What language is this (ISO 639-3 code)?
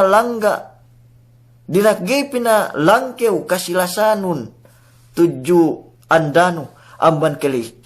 yka